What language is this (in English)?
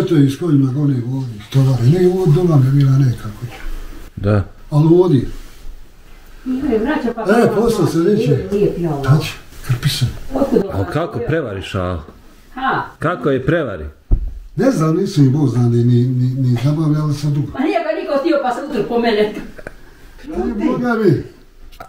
Bosnian